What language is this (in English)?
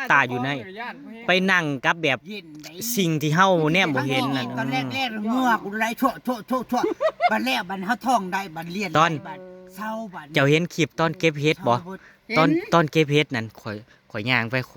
Northeastern Thai